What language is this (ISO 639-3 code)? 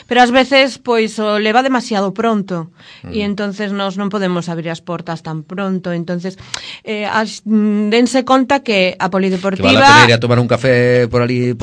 glg